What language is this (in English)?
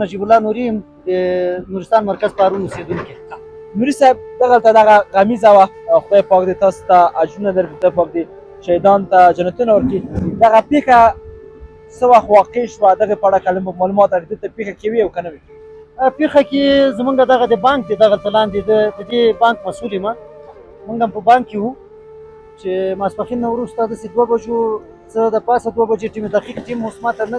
Pashto